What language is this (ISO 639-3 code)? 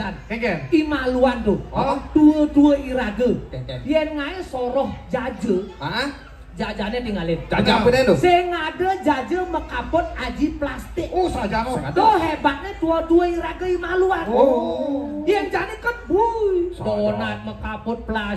ban